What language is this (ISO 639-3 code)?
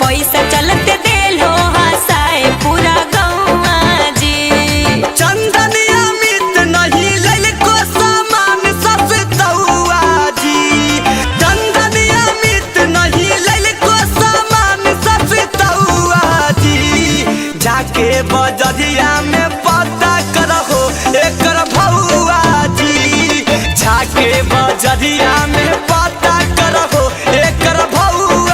mag